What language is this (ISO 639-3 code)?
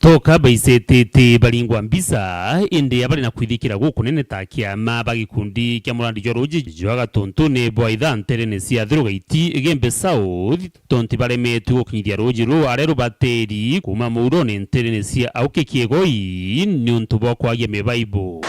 mer